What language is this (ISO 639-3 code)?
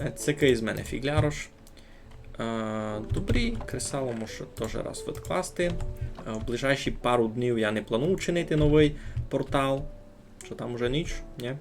rue